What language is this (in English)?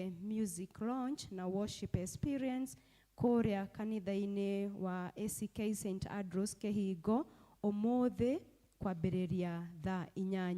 Kikuyu